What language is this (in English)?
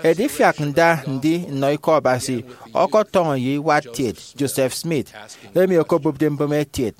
Efik